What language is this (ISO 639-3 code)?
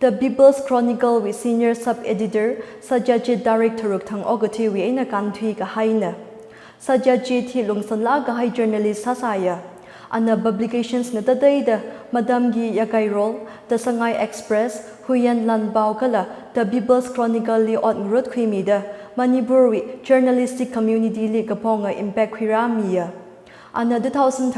nmf